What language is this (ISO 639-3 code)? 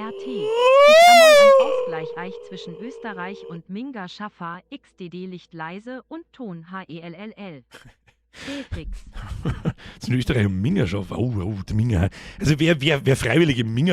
bar